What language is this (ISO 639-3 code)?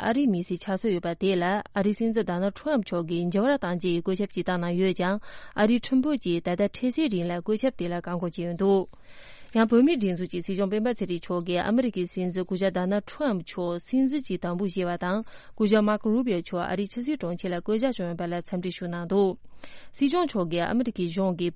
bod